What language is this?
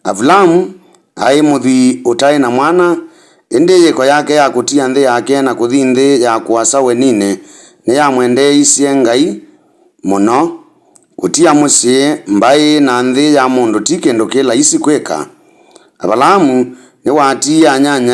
Kamba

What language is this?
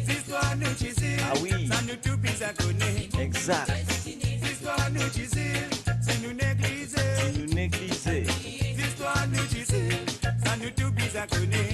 Morisyen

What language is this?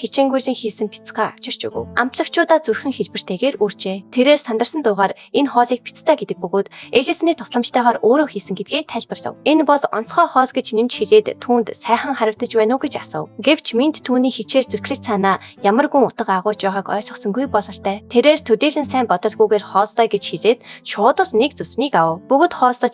Mongolian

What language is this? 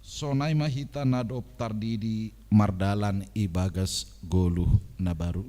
Batak Simalungun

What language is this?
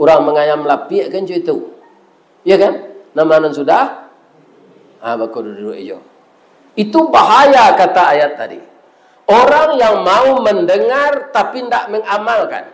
Minangkabau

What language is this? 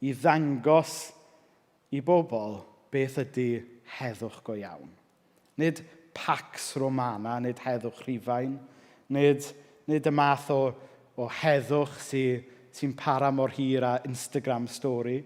Welsh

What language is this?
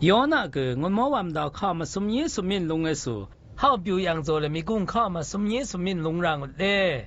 Zaiwa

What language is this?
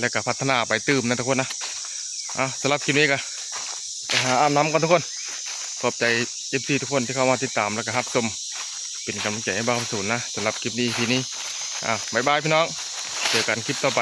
Northeastern Thai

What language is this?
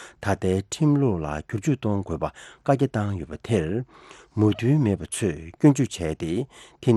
Tibetan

